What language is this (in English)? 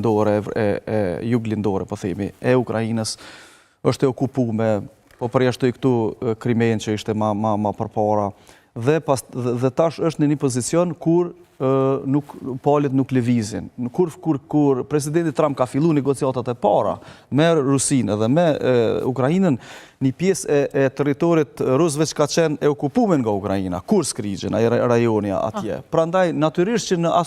Albanian